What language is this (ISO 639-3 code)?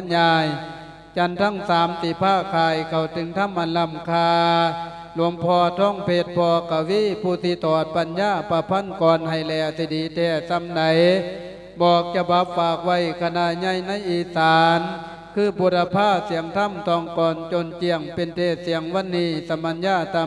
lao